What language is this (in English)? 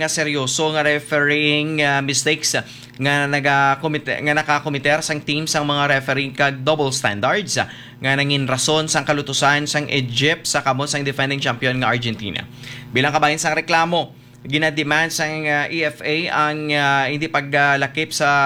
Hiligaynon